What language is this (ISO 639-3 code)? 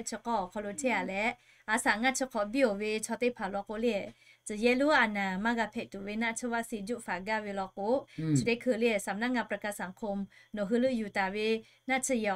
lhu